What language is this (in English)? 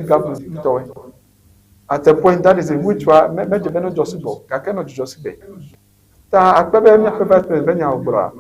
Ewe